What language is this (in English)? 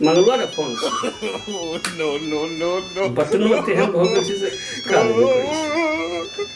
Maithili